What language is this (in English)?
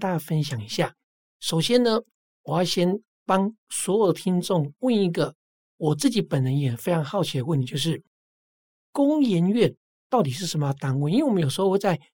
Chinese